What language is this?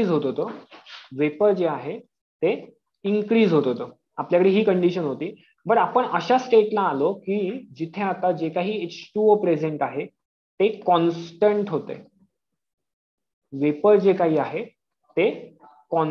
Marathi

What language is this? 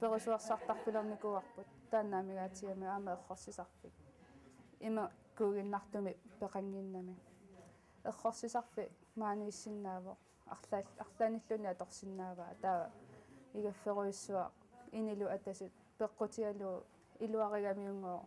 Kalaallisut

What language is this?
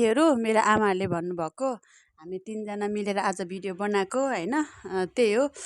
Nepali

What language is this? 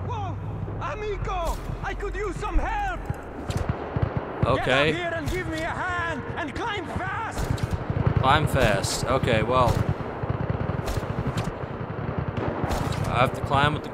English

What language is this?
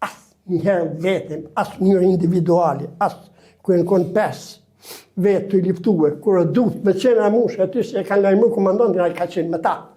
Albanian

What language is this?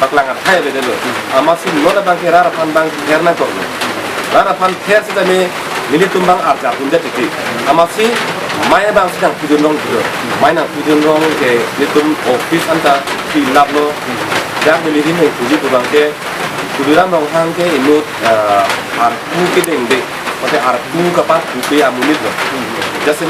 Karbi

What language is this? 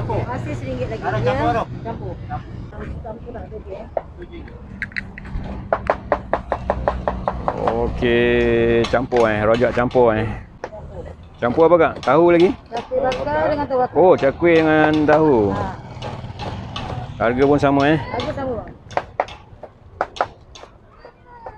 Malay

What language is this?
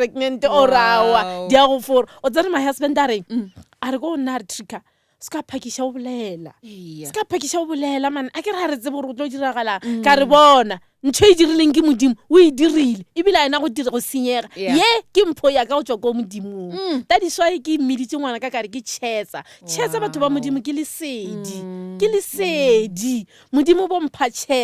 Northern Sotho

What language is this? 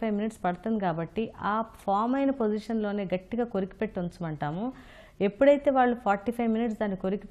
Telugu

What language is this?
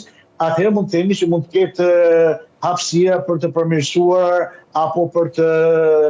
Albanian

